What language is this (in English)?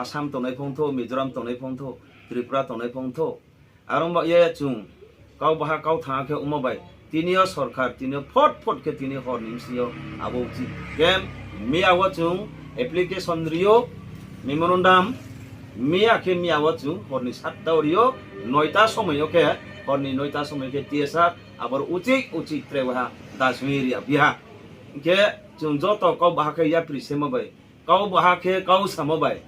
Riang (India)